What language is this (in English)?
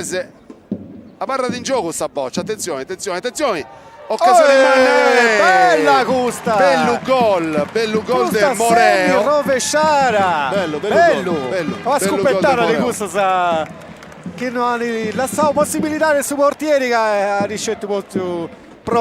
Sardinian